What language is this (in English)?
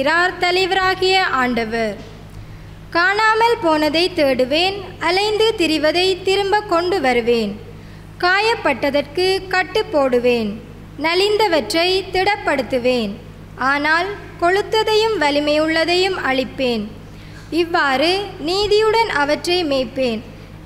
Tamil